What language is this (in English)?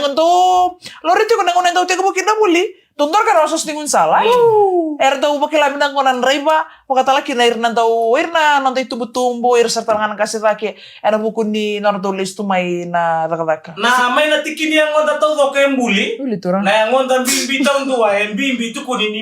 Fijian